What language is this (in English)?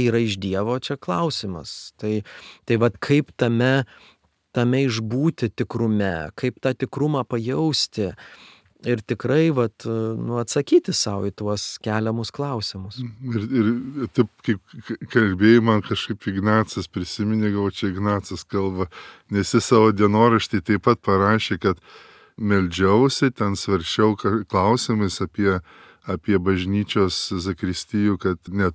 Lithuanian